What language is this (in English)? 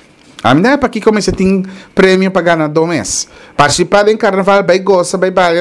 Papiamento